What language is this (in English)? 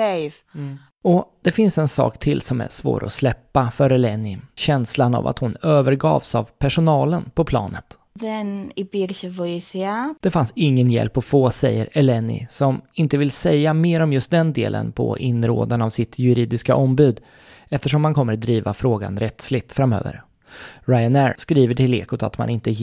Swedish